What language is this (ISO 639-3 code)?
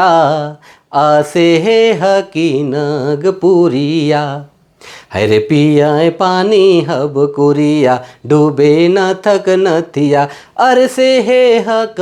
sck